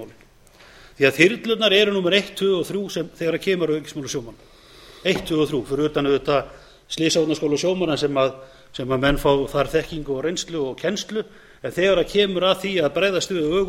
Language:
Icelandic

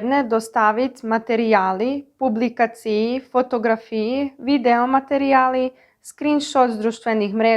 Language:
Rusyn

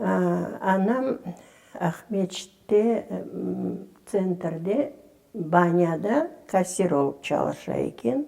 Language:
Crimean Tatar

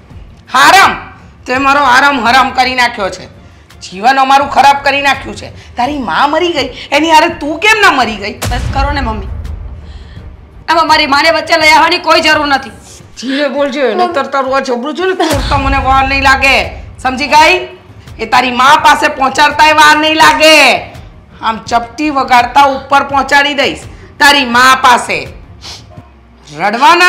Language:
Gujarati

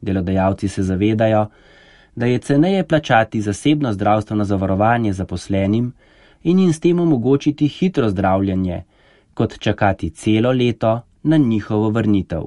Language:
Slovenian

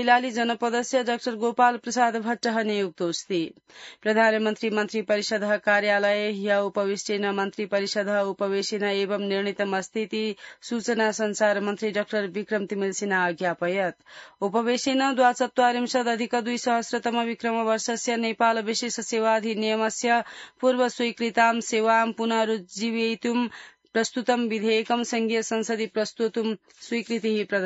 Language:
Sanskrit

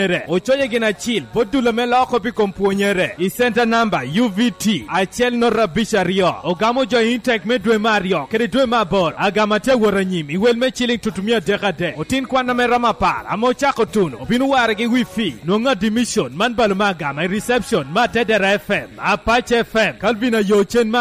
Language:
Lango (Uganda)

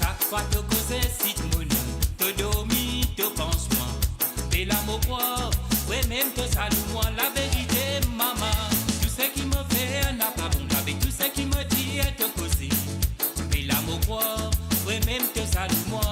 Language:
Morisyen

